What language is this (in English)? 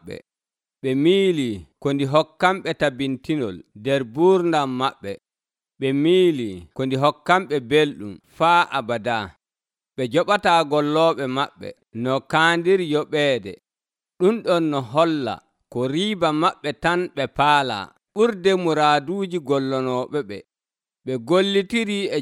Nigerian Fulfulde